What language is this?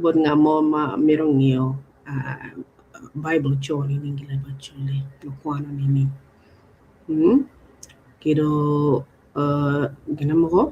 Acoli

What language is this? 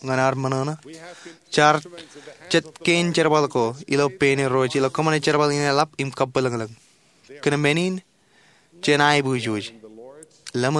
Marshallese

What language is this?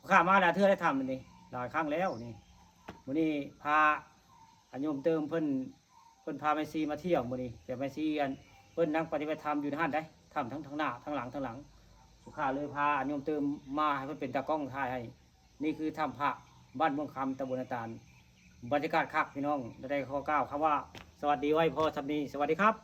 Northeastern Thai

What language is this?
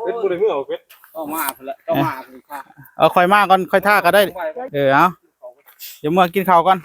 Northeastern Thai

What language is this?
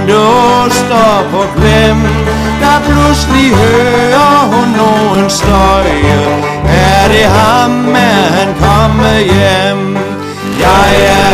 Danish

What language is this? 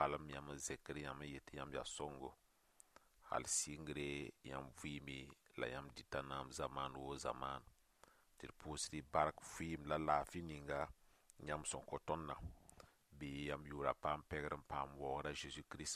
Mossi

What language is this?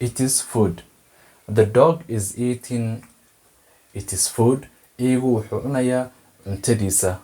Somali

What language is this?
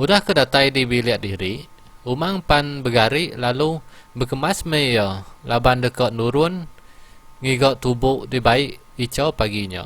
Iban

